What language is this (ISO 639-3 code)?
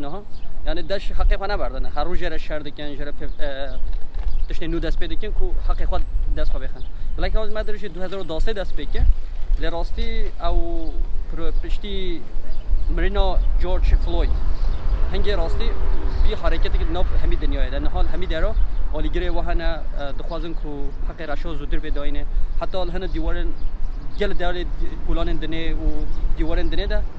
kur